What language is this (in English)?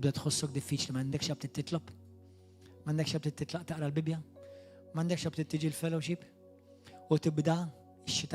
Maltese